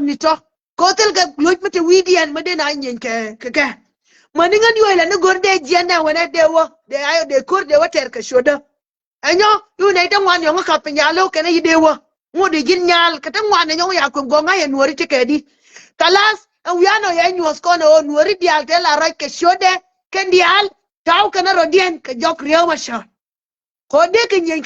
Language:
Nuer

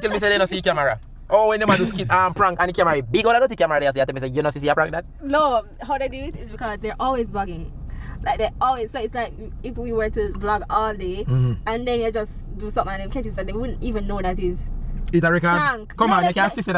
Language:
Jamaican Creole English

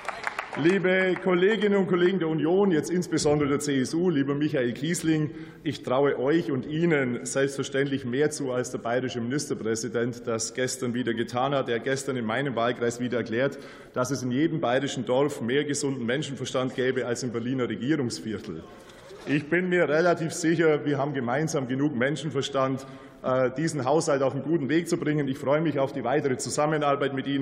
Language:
German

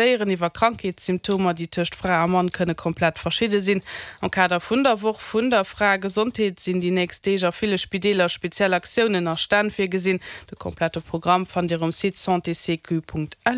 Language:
Luxembourgish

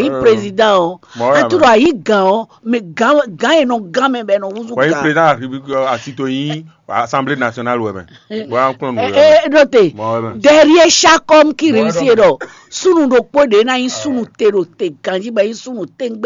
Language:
Fon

